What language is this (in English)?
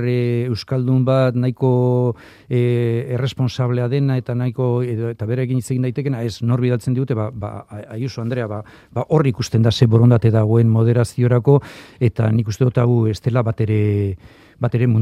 Basque